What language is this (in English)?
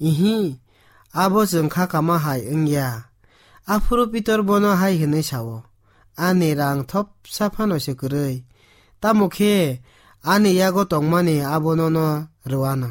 Kok Borok